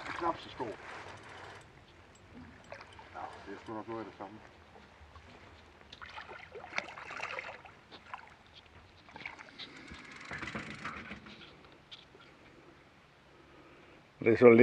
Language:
Danish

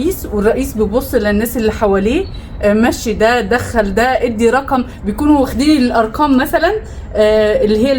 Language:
Egyptian Arabic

